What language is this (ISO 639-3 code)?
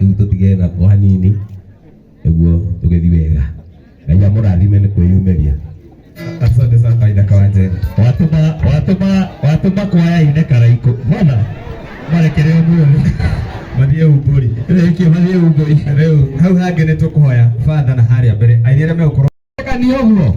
kik